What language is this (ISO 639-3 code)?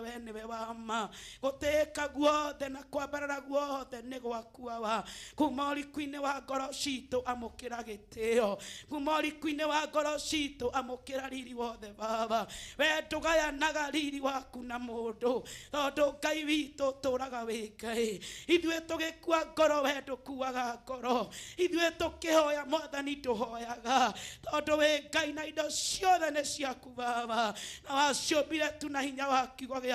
kik